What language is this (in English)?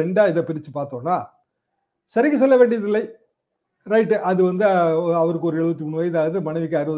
Tamil